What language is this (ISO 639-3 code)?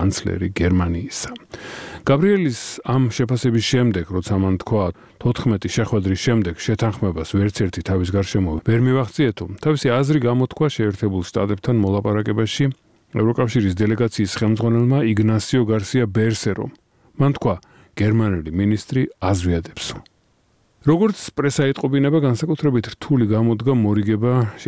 kat